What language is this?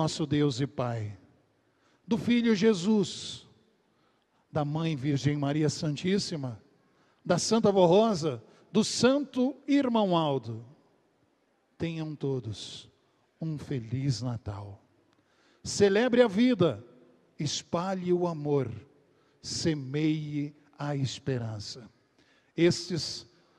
Portuguese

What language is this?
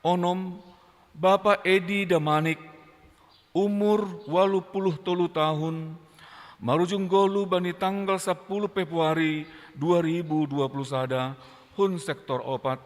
Batak Simalungun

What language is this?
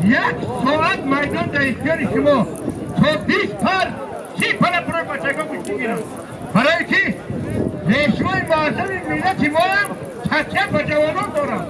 Tajik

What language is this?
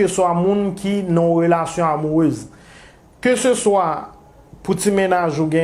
Haitian Creole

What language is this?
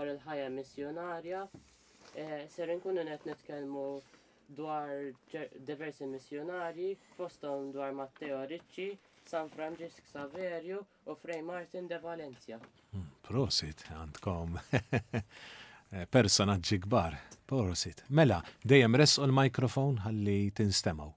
Maltese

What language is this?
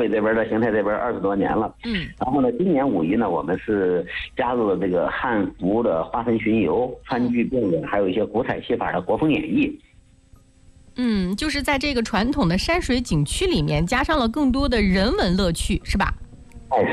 Chinese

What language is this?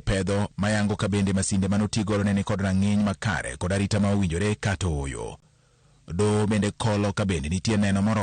Luo (Kenya and Tanzania)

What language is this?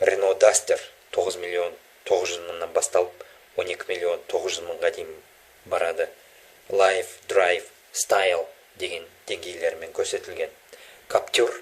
Kazakh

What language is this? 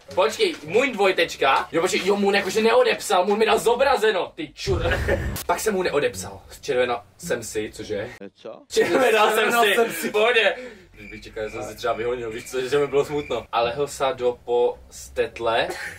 Czech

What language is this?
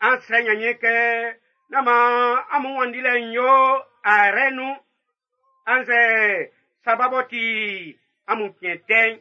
Baoulé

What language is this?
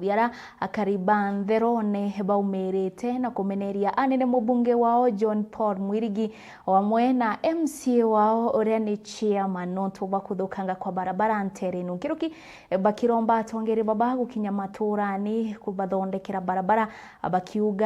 Meru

